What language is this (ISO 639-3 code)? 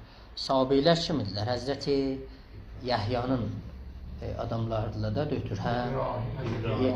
azb